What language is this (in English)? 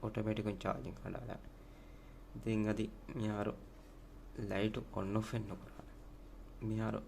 Divehi